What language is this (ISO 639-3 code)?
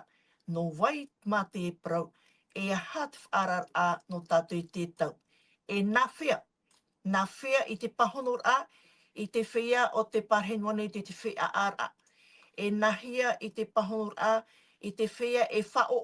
tah